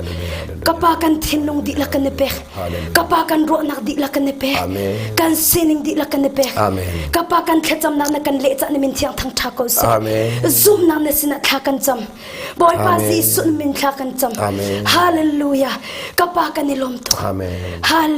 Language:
Hakha Chin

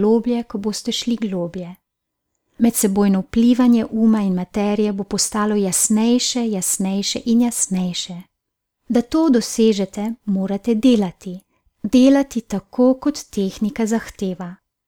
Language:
Slovenian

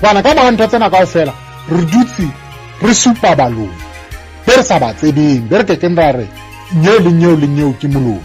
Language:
Southern Sotho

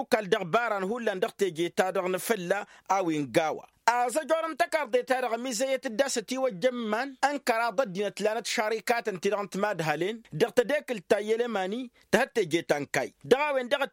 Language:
Tamasheq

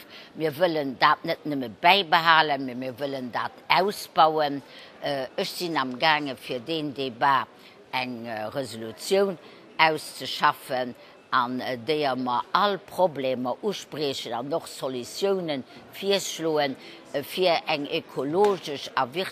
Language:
Luxembourgish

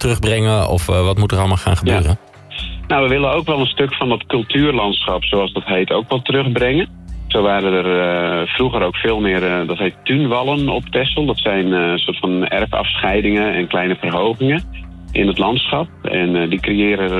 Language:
Dutch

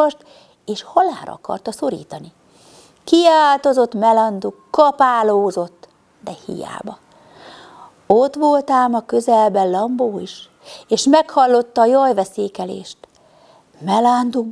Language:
Hungarian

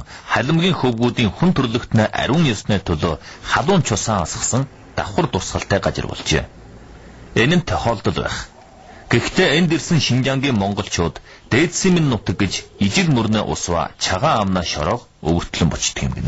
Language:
Mongolian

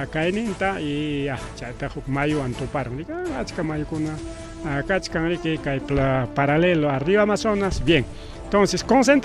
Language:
Ayacucho Quechua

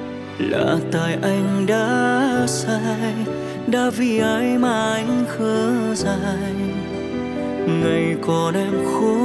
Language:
Vietnamese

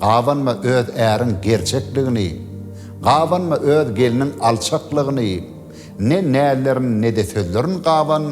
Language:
Turkmen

